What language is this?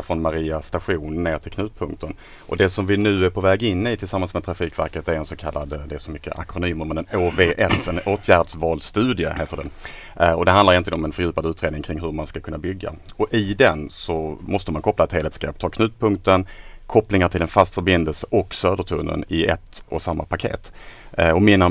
Swedish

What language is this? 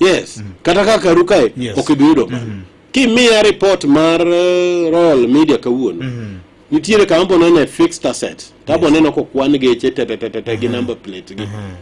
Luo (Kenya and Tanzania)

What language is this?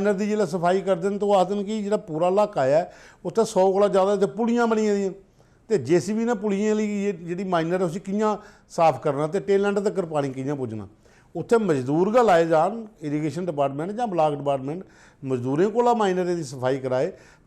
Dogri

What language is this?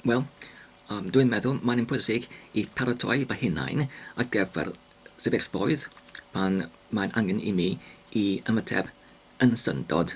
Welsh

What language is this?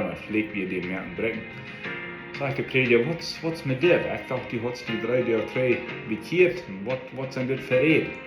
Plautdietsch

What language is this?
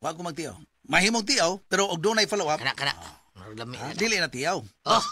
Cebuano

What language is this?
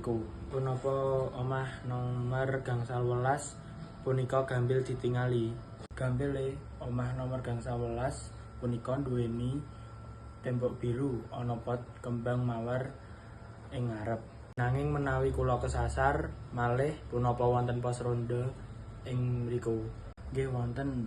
Javanese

